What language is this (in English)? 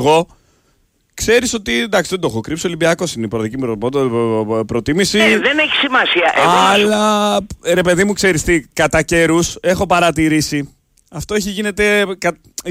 Greek